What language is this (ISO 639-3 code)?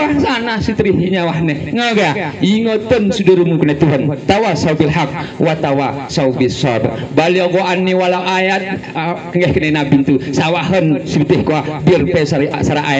gay